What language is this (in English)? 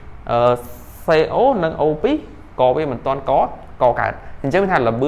Khmer